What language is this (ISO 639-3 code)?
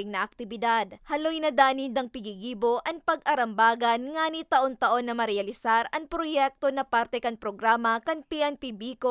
bik